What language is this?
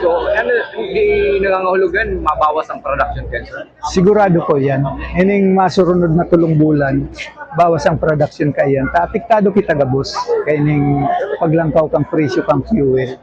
Bikol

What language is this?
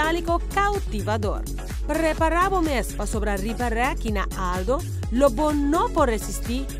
Papiamento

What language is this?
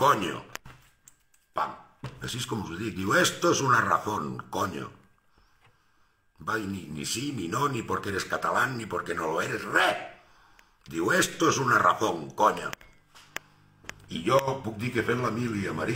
Catalan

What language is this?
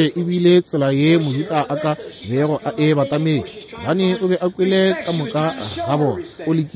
Northern Sotho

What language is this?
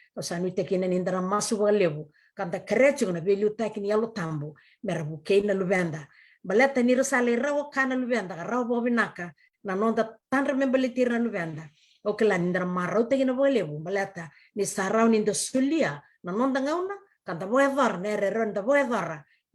Fijian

